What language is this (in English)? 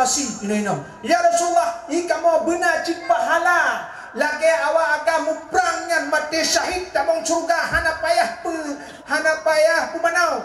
Achinese